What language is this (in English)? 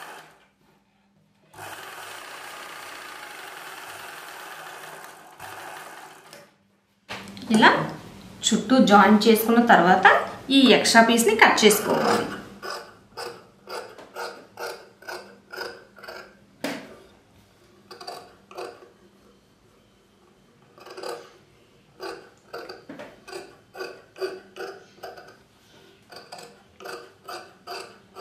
Telugu